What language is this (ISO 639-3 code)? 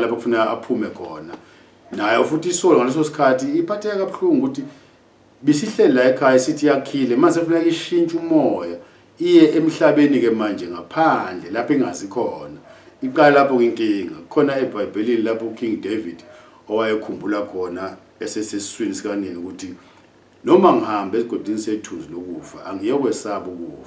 zul